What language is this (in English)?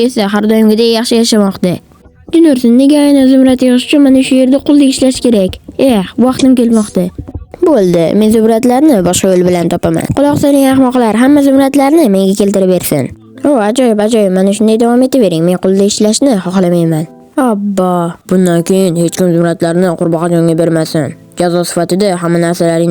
Uzbek